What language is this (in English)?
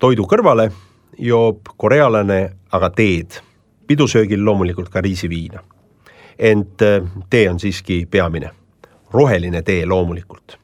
Estonian